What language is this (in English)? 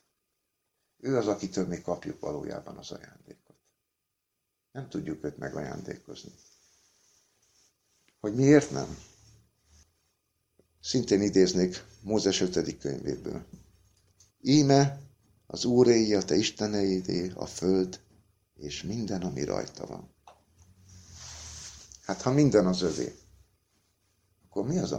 Hungarian